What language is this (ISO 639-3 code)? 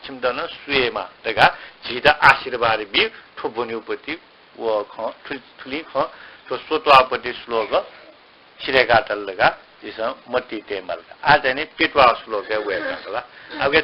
new